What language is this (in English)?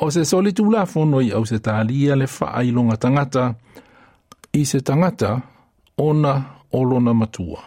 Samoan